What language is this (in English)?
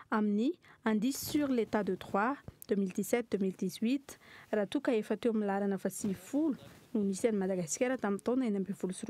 Malagasy